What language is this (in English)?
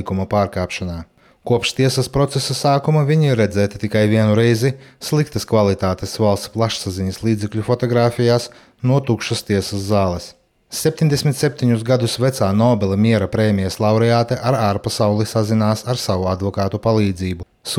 Latvian